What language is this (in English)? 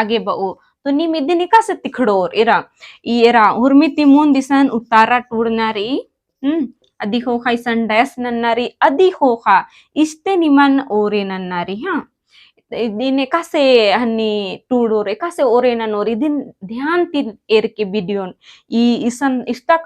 Kurukh